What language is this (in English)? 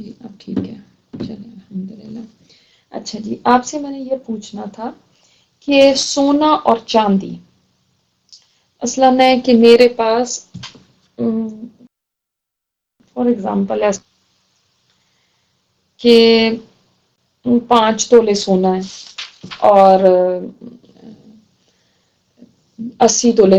Urdu